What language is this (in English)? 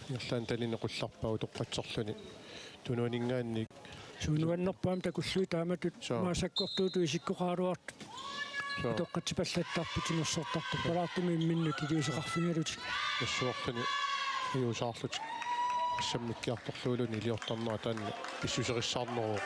Kalaallisut